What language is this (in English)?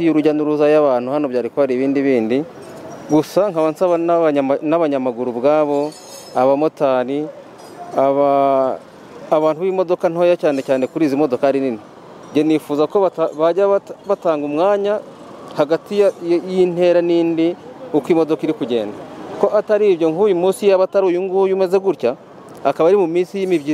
Kinyarwanda